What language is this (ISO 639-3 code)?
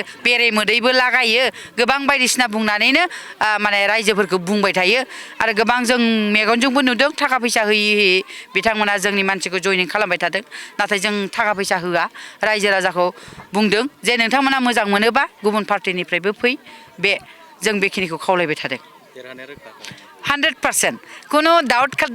brx